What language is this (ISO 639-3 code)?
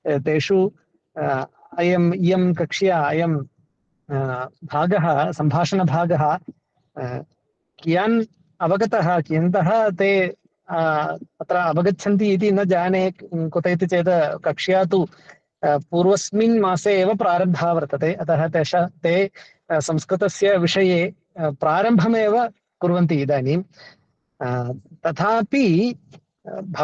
san